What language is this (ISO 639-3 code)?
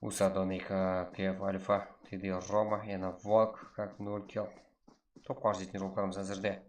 kaa